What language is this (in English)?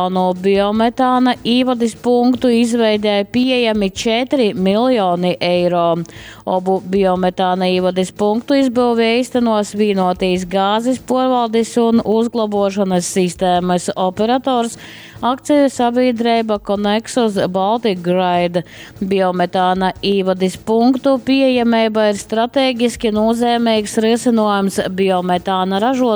Latgalian